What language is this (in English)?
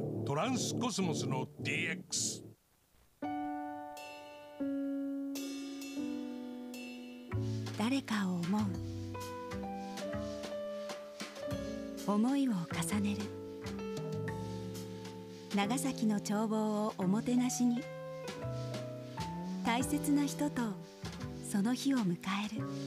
Japanese